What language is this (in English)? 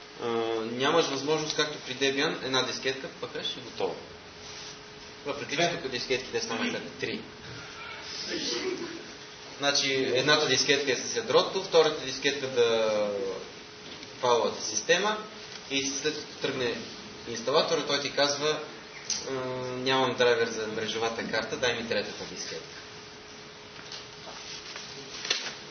Bulgarian